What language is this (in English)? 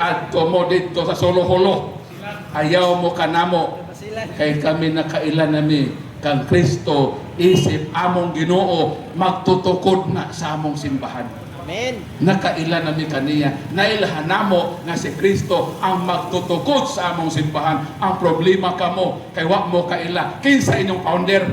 Cebuano